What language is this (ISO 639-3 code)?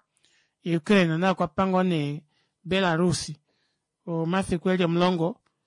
kua